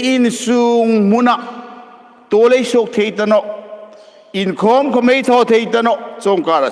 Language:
Hmar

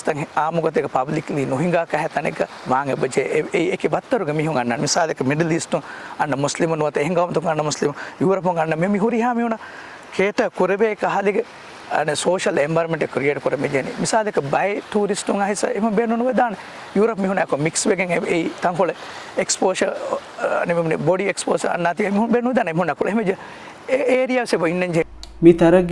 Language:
Divehi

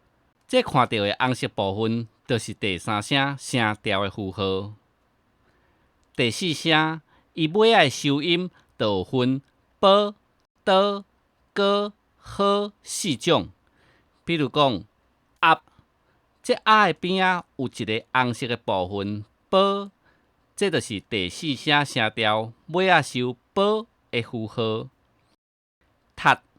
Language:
Min Nan Chinese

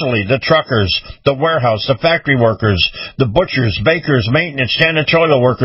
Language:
English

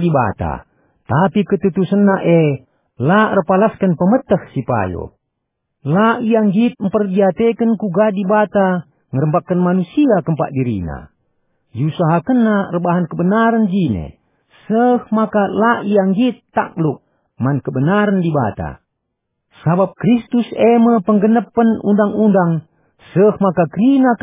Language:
Batak Karo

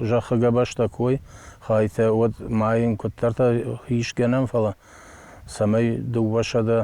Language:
Ossetic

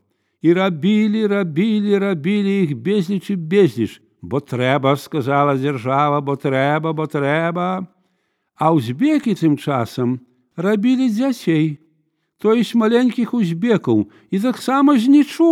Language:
Belarusian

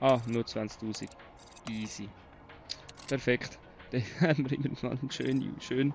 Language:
Swiss German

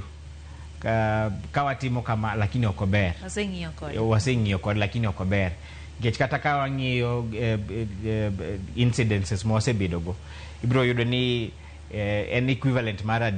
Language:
Luo (Kenya and Tanzania)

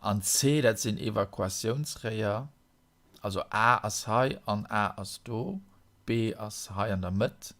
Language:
Luxembourgish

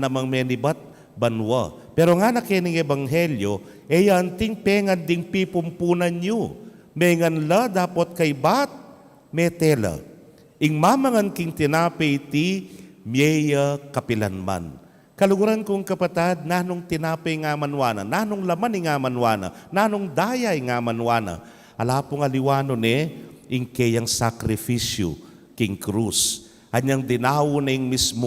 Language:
Pampanga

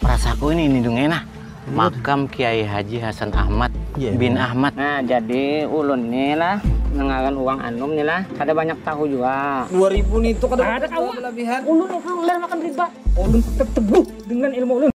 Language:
Banjar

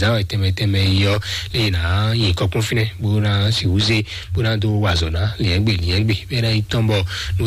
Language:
Fon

